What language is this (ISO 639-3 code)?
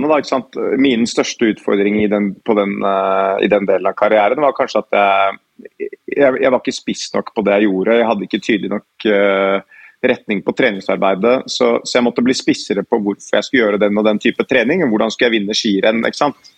nor